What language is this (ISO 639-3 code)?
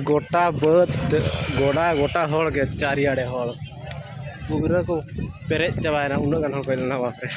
sat